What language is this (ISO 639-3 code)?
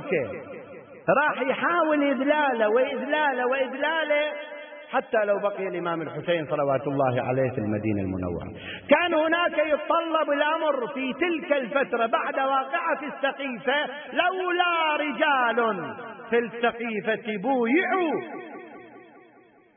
ara